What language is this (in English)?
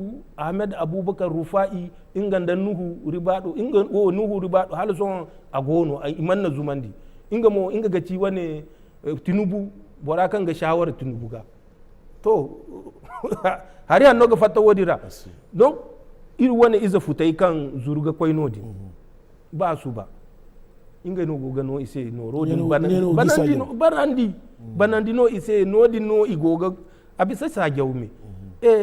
Zarma